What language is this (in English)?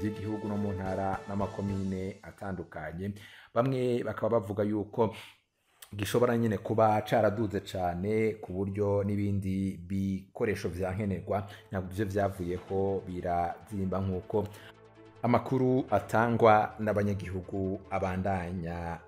Rundi